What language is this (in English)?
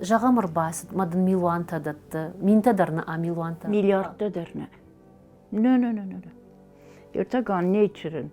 Ossetic